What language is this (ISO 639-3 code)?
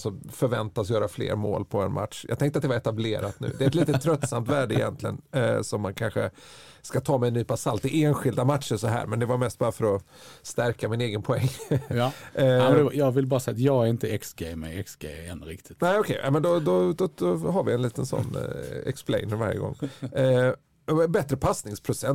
swe